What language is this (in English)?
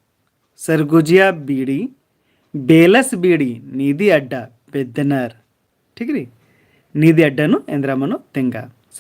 Kurukh